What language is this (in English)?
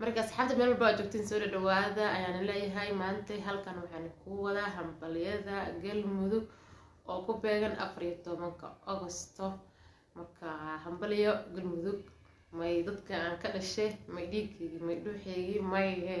Somali